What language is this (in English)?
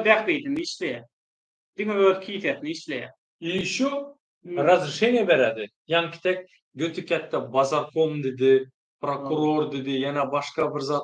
Turkmen